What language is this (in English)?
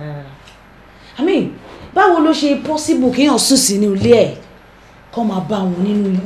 Yoruba